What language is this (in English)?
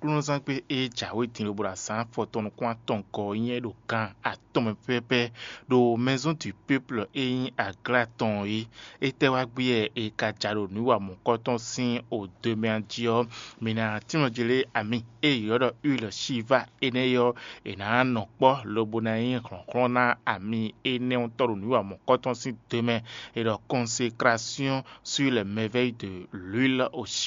Fon